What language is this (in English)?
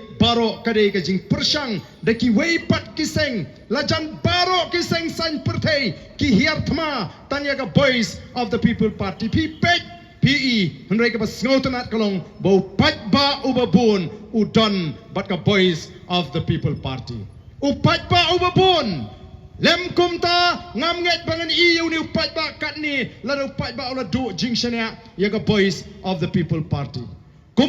Khasi